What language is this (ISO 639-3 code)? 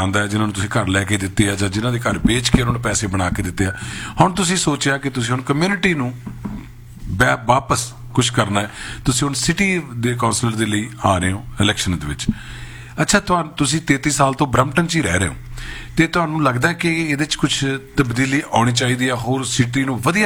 pan